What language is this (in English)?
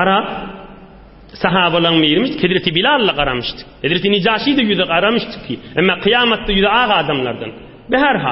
Turkmen